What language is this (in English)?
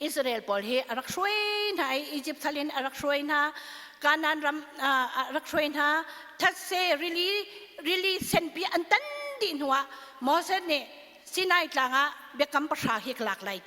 Hakha Chin